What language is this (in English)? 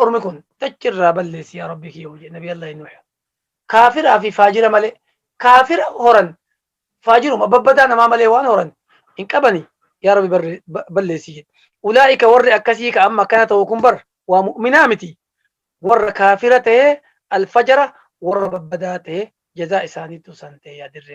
Oromo